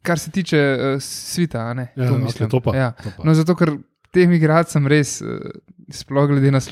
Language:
Slovenian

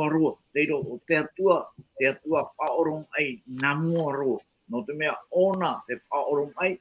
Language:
Tahitian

